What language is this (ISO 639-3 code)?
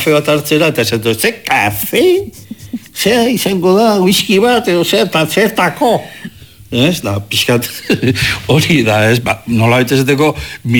eus